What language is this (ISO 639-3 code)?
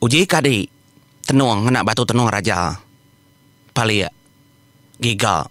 iba